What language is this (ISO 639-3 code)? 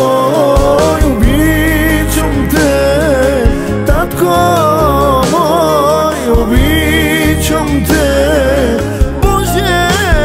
bul